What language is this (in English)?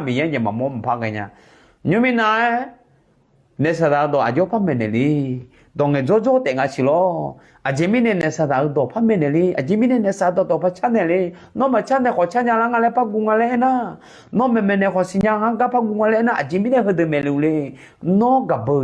Akha